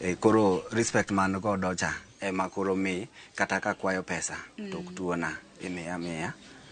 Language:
Luo (Kenya and Tanzania)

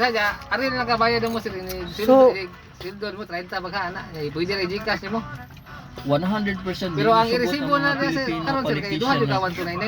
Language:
Cebuano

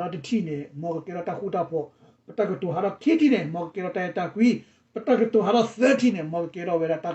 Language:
S'gaw Karen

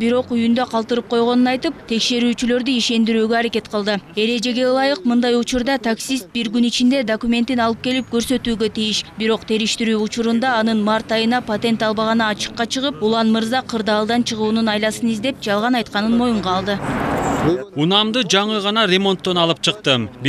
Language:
Kyrgyz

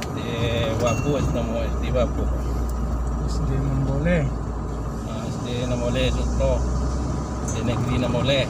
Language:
Minangkabau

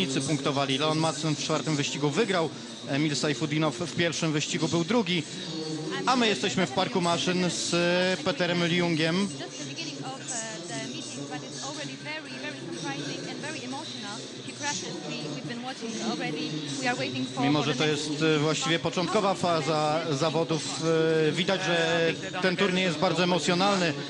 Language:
Polish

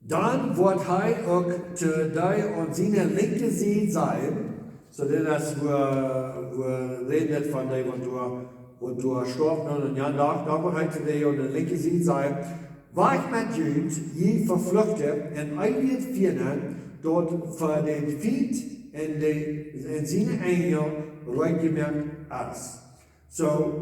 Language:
Plautdietsch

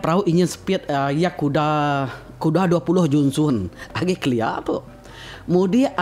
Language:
Iban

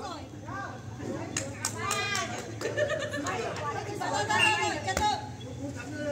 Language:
Vietnamese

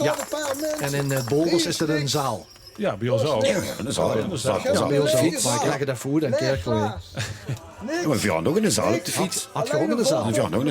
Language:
Limburgish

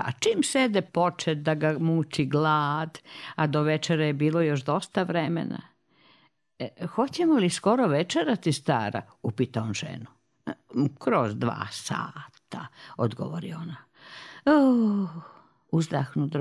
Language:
Serbian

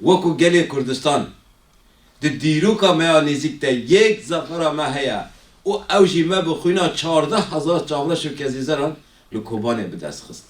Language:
Kurdish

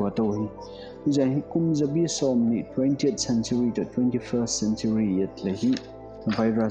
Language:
Paite Chin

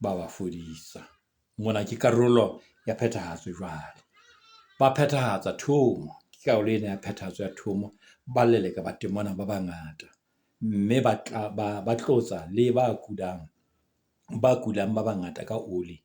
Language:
Southern Sotho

